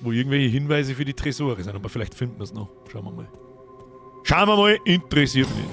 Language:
Bavarian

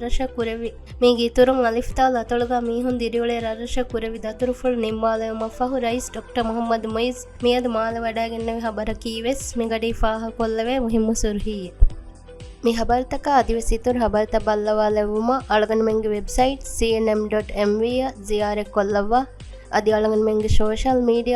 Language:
Divehi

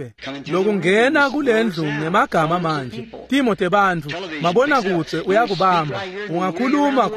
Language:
Swati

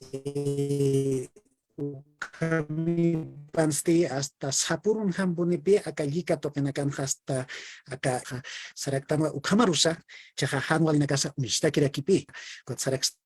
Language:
Aymara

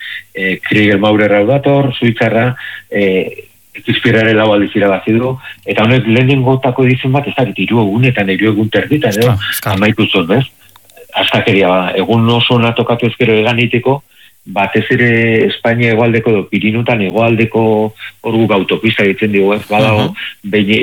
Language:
Basque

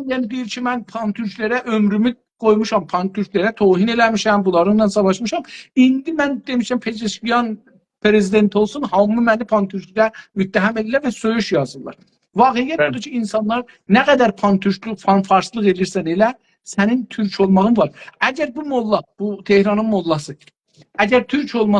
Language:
South Azerbaijani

